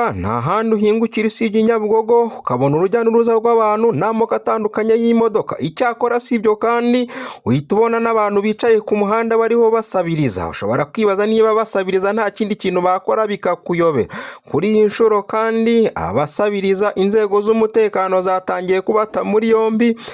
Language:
Kinyarwanda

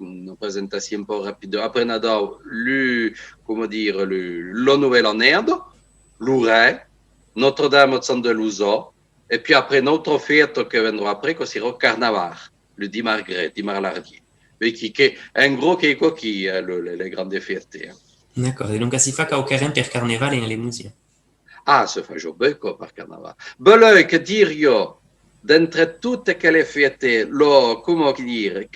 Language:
Occitan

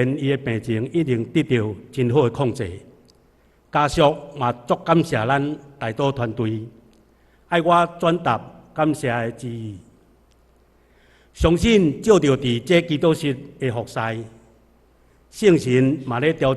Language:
Min Nan Chinese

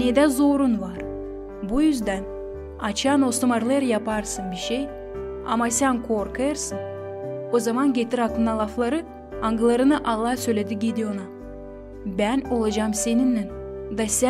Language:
Gagauz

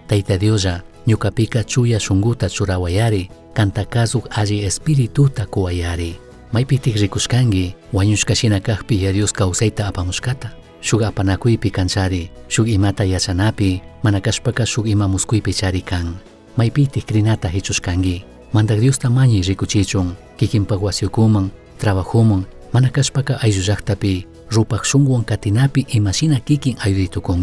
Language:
Chimborazo Highland Quichua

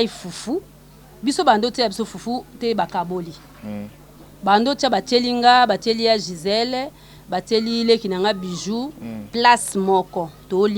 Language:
Lingala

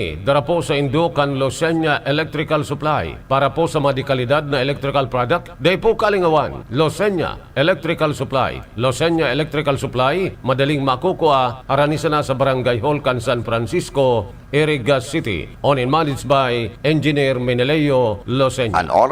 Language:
Bikol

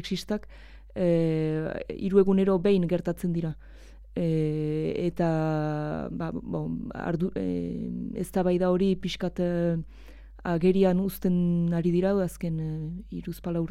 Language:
Basque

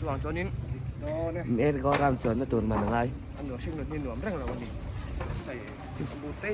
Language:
Mizo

